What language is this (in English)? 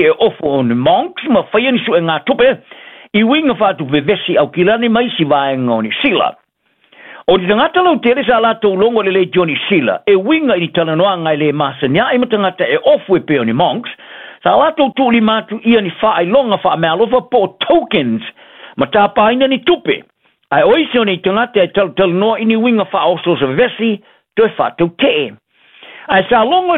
Samoan